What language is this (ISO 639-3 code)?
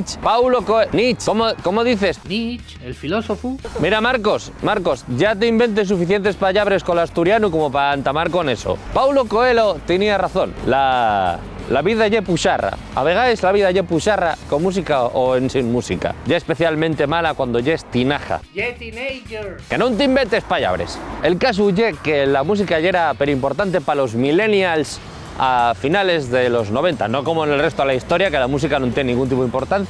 ast